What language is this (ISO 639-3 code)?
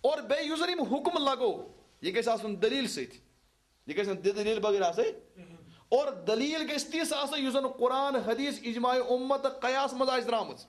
kas